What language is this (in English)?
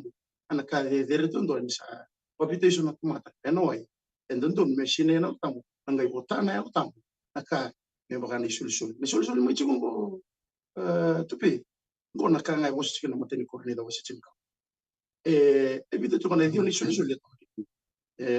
Fijian